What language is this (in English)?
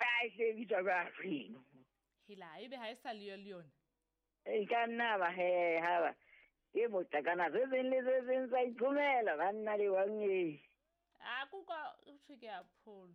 Southern Sotho